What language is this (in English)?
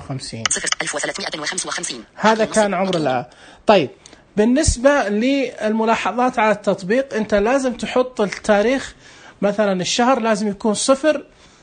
Najdi Arabic